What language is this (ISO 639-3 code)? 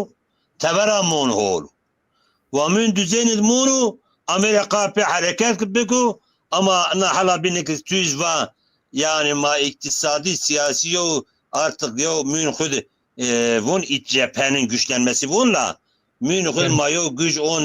zza